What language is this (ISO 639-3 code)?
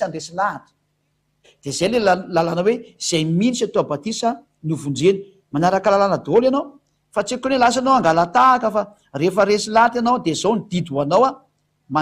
mlg